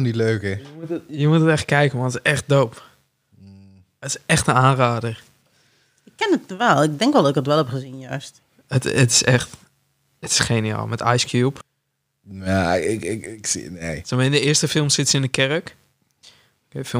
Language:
Dutch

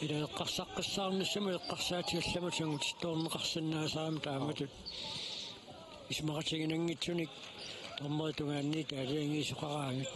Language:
Kalaallisut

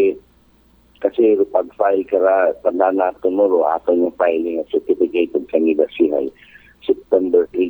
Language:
Aklanon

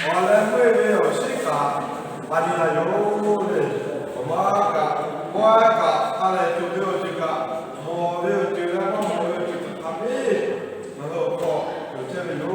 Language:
Lahu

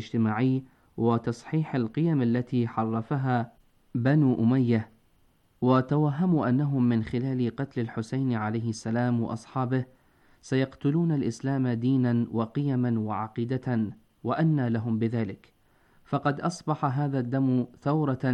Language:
Arabic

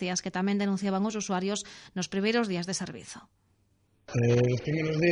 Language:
Galician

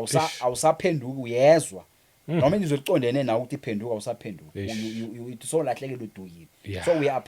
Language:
Zulu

